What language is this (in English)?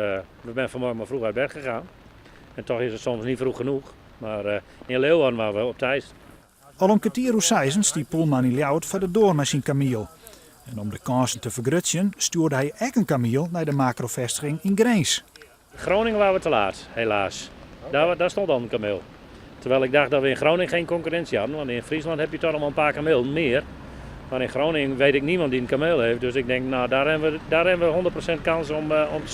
Western Frisian